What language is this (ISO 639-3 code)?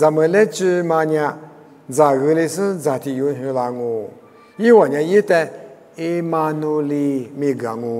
lis